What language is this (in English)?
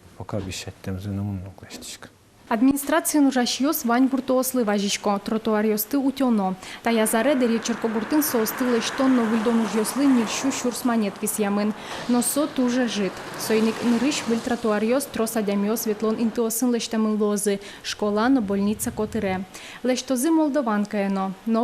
Udmurt